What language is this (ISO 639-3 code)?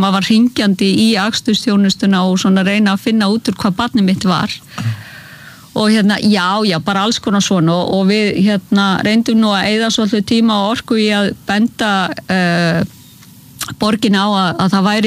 isl